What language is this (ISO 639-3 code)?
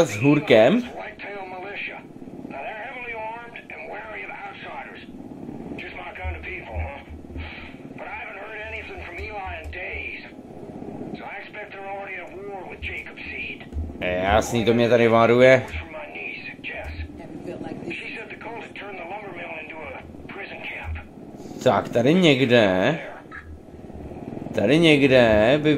ces